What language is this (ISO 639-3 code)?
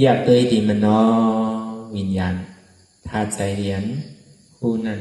shn